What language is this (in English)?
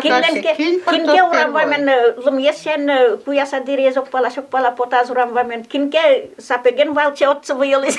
Udmurt